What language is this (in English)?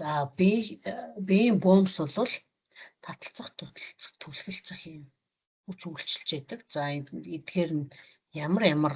Mongolian